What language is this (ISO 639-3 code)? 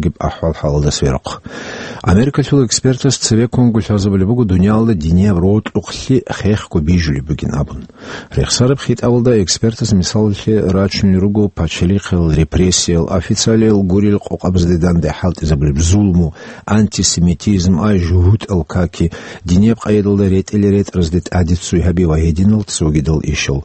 ava